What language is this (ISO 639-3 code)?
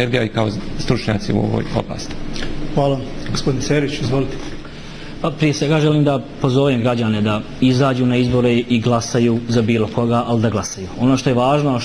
bos